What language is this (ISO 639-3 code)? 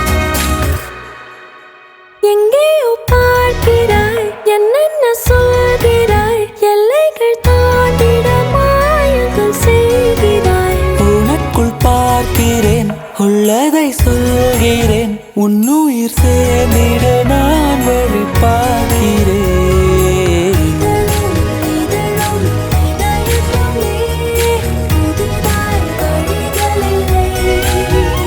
tam